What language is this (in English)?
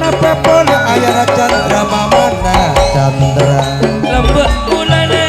Madurese